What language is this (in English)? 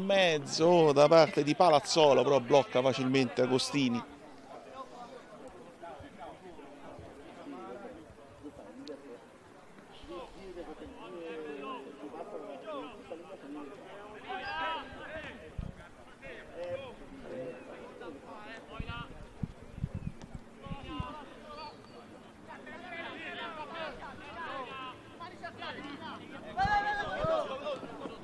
Italian